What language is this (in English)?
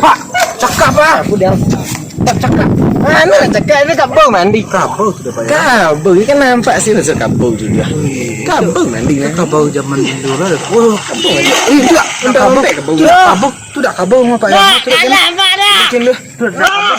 Minangkabau